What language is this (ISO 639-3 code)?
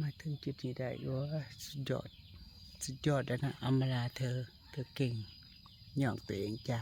tts